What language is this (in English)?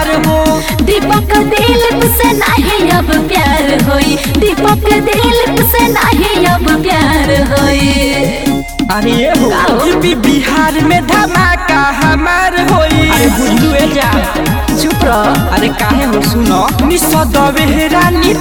Bhojpuri